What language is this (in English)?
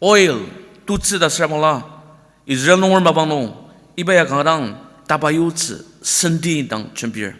Ao Naga